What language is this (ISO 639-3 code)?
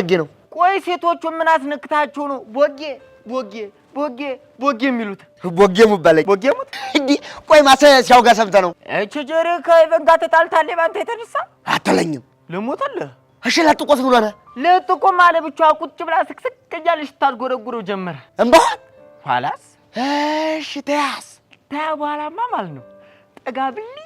amh